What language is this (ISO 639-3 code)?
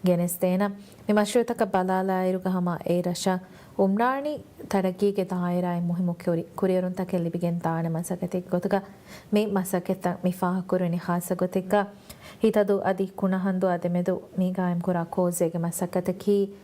div